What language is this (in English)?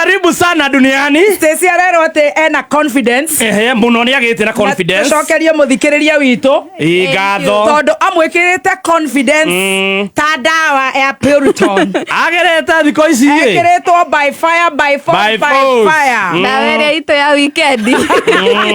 Kikuyu